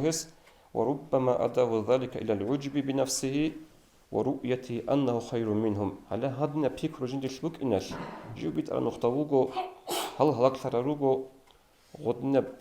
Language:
Avaric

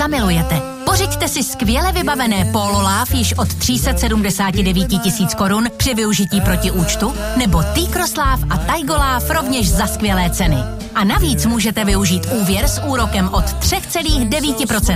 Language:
Czech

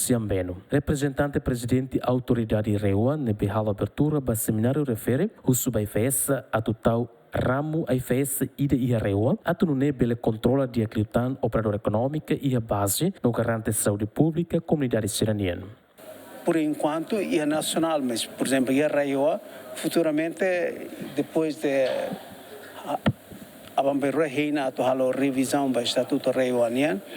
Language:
Tetum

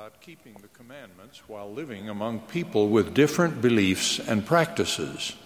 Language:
Marshallese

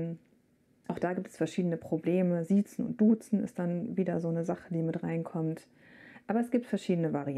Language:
German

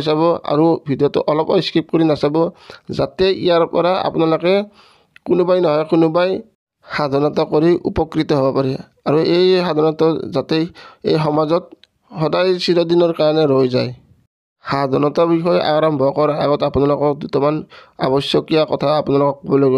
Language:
Assamese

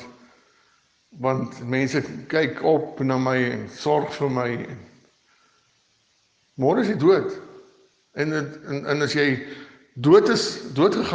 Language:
Afrikaans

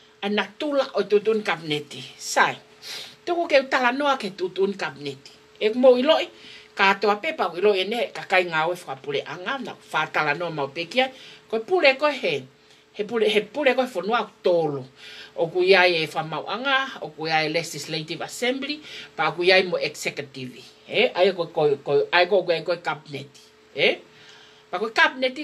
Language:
Tongan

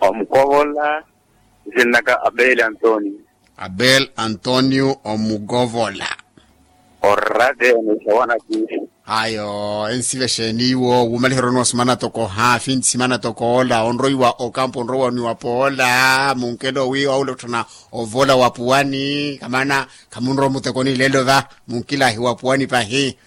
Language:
Makhuwa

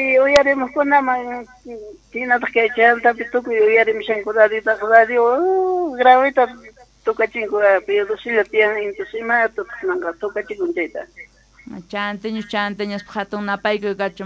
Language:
South Bolivian Quechua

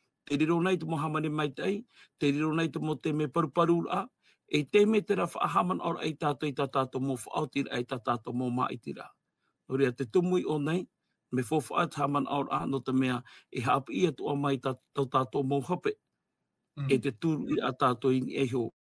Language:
Tahitian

